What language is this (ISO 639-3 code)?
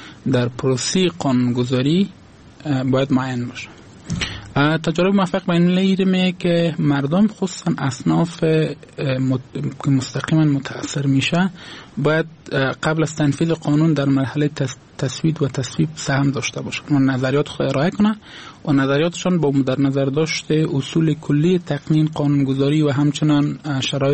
fas